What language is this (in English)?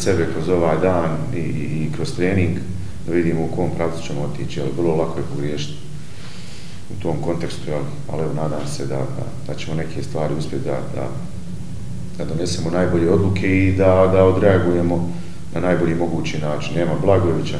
Bosnian